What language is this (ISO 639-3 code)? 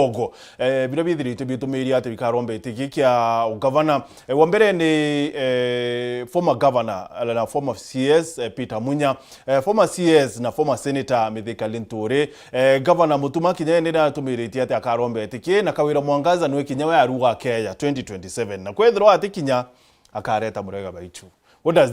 mer